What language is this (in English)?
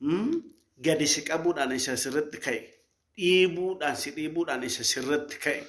Oromo